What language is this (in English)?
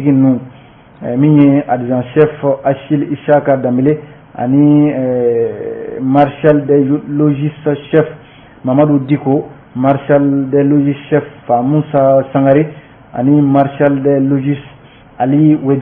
Bambara